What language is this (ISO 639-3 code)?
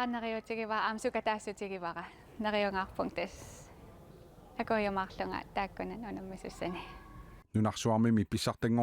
kal